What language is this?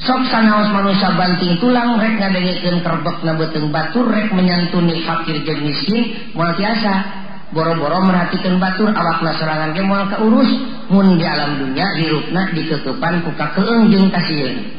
Sundanese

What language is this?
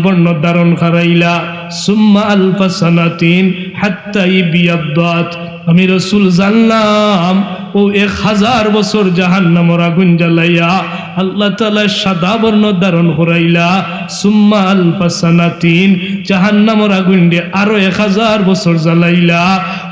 Sylheti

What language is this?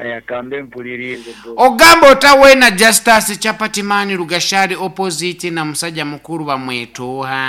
Nyoro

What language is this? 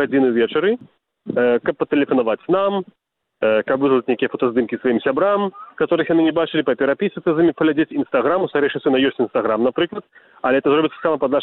Belarusian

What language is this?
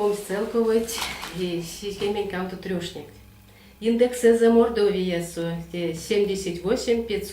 Erzya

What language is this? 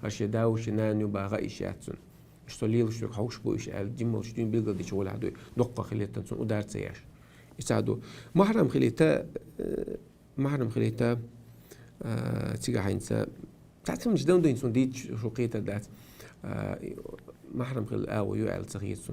Chechen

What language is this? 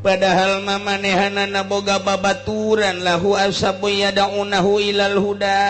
Sundanese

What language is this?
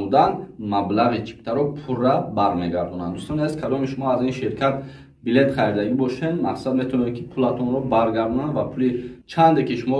Tajik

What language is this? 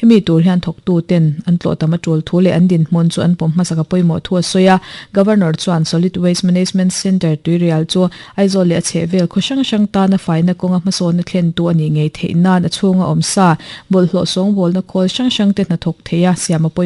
Mizo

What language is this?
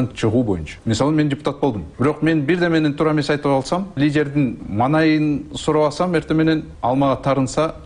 Kyrgyz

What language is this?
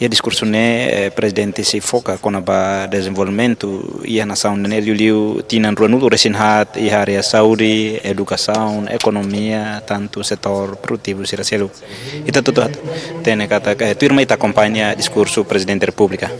Tetum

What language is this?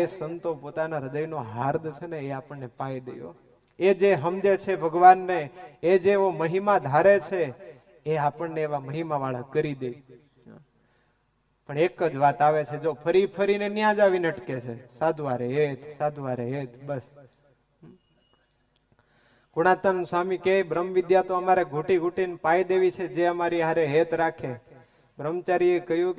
Gujarati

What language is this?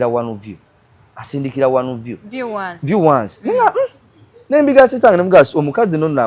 Ganda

